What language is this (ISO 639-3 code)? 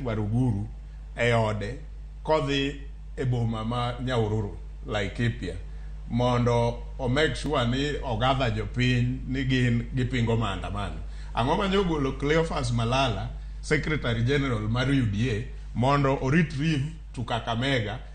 luo